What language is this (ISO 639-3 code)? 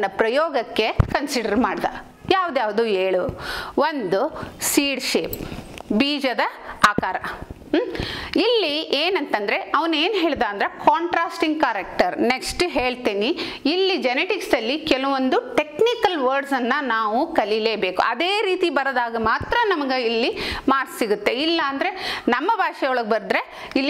kan